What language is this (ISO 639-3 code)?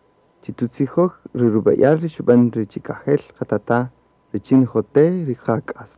cak